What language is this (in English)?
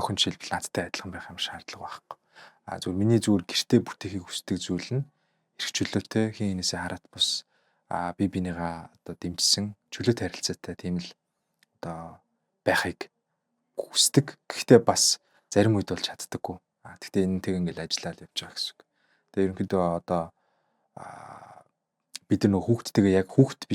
Mongolian